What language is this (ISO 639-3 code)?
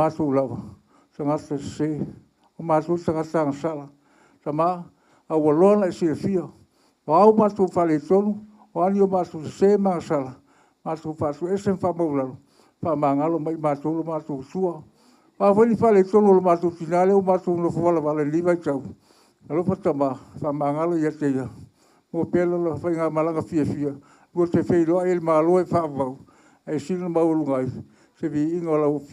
smo